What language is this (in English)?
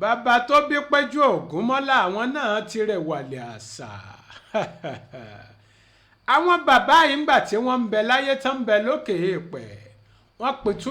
Yoruba